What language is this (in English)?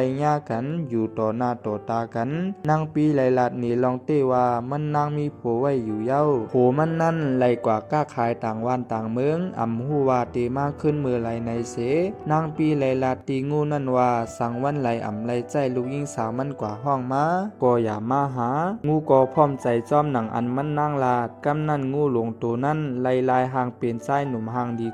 Shan